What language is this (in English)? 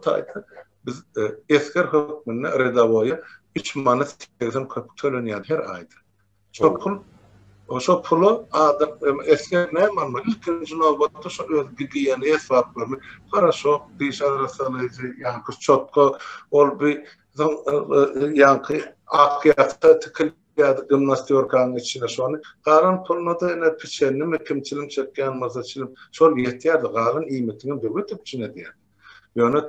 Turkmen